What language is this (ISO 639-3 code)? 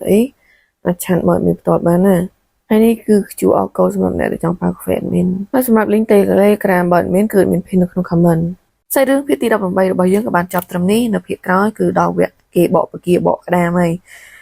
khm